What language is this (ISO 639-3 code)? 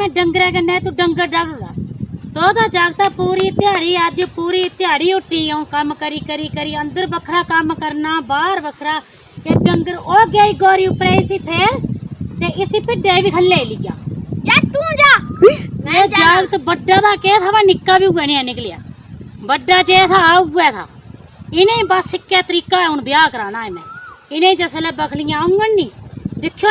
doi